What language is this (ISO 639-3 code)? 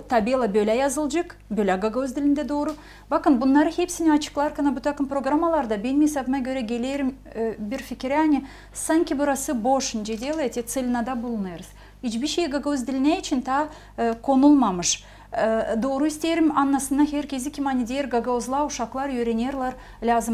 gag